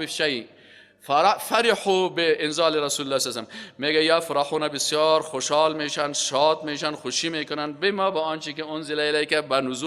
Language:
Persian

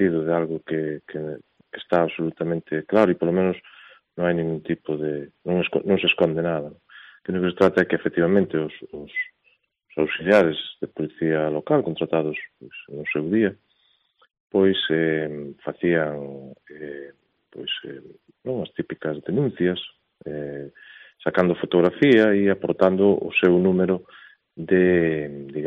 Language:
Galician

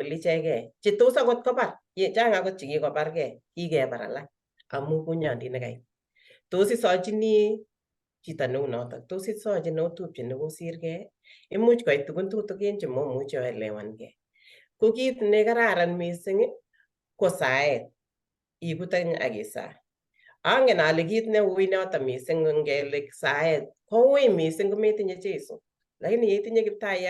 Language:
Kalenjin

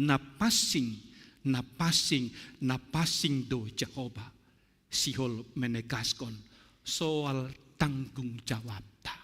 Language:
Batak Simalungun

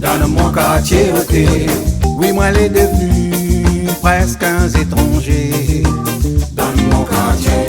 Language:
Réunion Creole French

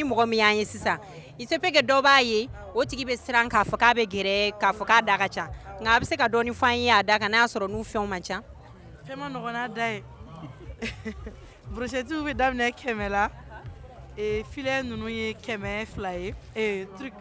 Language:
Bambara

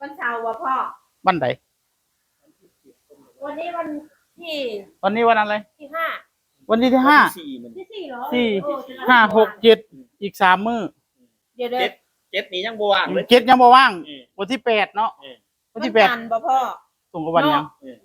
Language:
Northeastern Thai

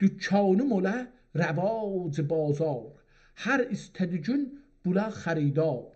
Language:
South Azerbaijani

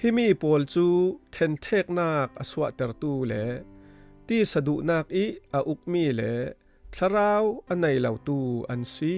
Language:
Falam Chin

